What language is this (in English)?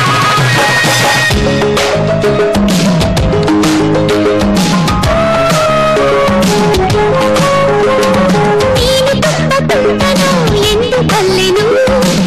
Kannada